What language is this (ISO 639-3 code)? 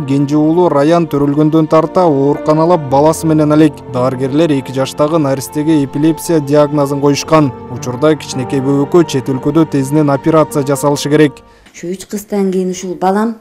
kir